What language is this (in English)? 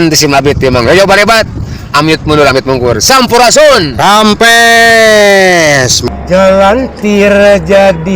Sundanese